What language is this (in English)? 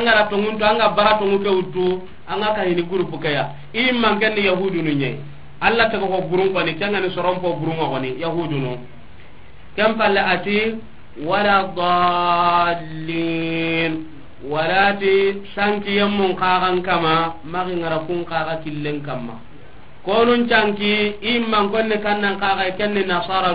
Soninke